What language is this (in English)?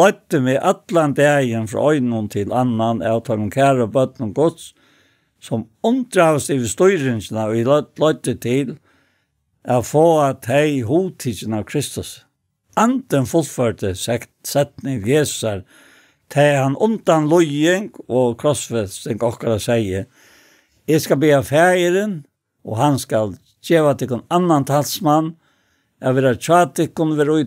Faroese